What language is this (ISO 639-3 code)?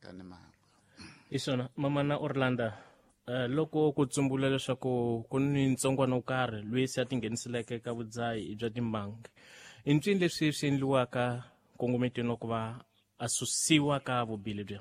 tso